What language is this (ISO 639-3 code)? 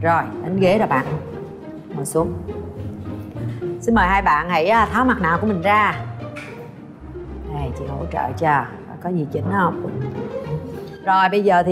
vie